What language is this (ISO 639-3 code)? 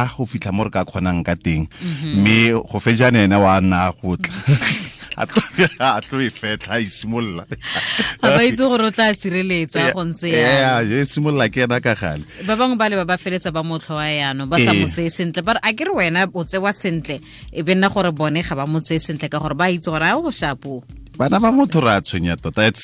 tsn